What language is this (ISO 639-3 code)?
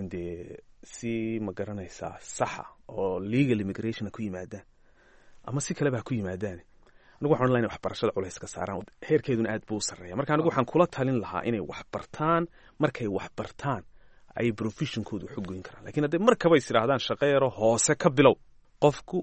som